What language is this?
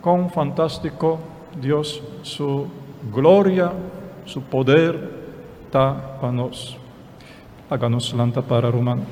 Papiamento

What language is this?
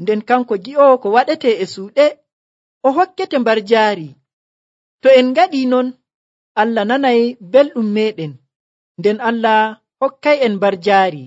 Nigerian Fulfulde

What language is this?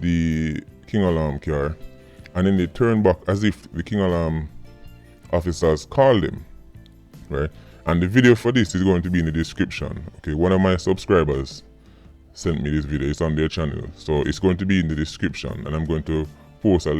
Jamaican Creole English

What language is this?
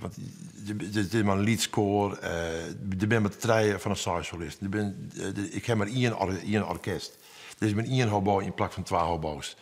Western Frisian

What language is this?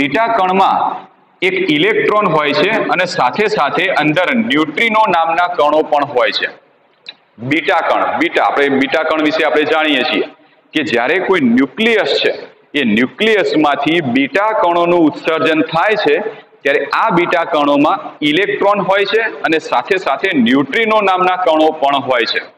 Gujarati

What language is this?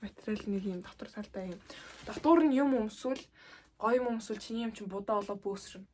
Mongolian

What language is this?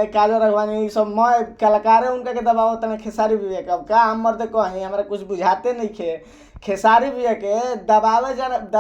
Bhojpuri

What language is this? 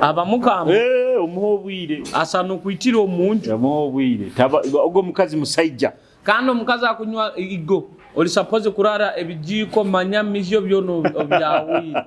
Nyoro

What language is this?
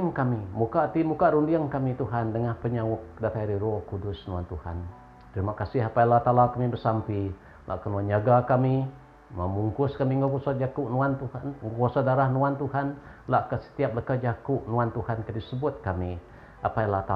Iban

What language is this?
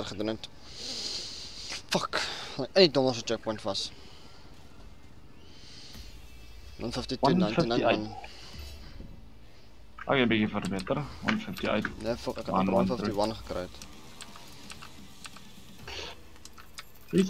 Afrikaans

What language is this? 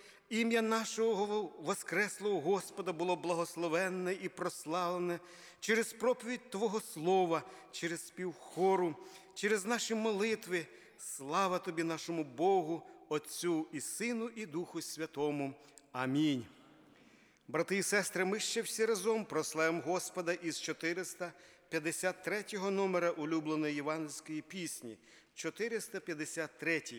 Ukrainian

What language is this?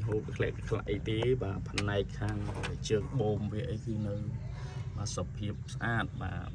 Khmer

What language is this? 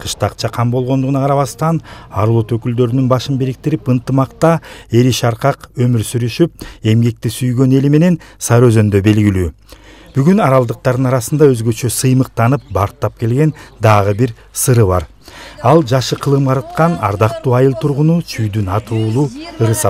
Kyrgyz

